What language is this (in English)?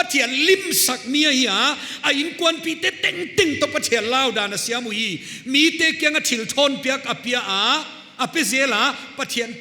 Paite Chin